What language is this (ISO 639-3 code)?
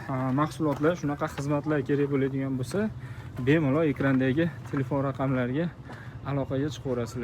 uzb